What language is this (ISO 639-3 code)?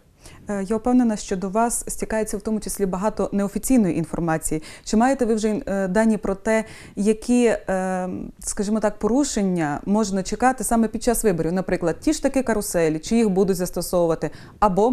ukr